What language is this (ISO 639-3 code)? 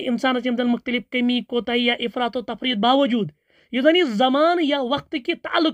kas